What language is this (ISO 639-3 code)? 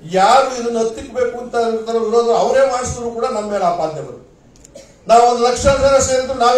kan